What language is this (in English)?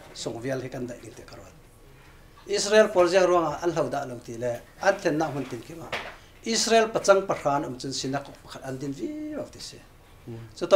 Falam Chin